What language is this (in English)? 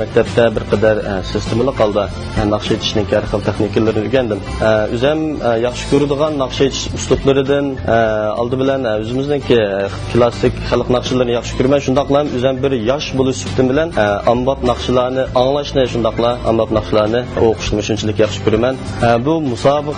Uyghur